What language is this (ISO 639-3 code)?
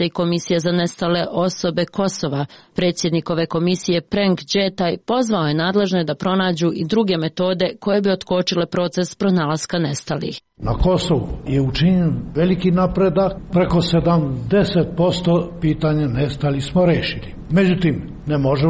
srp